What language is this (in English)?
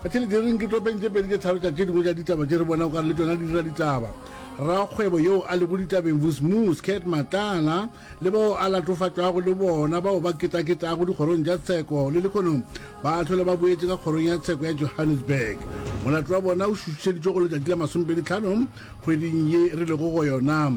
Northern Sotho